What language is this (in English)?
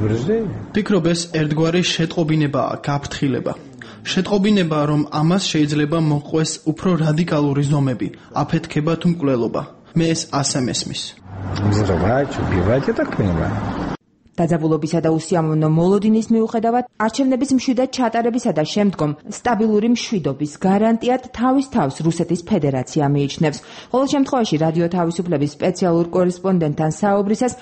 Georgian